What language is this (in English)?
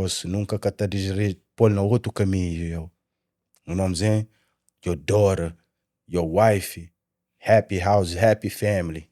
Kabuverdianu